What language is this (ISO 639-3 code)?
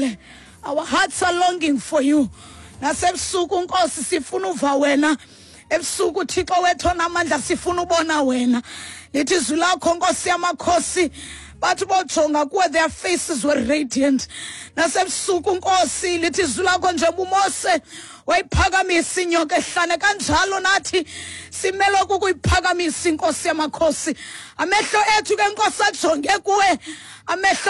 xho